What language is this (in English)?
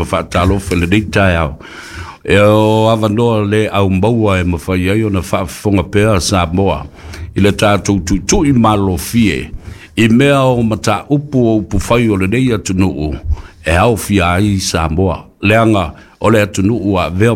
Samoan